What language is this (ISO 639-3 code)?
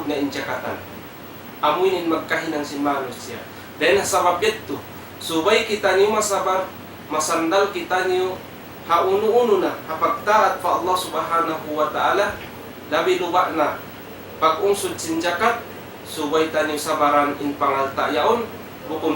tsg